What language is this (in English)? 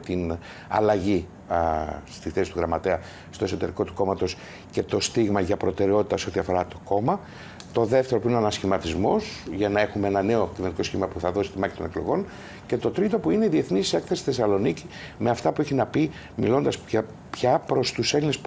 Greek